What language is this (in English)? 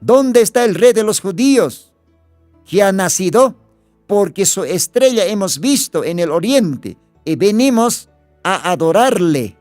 Aymara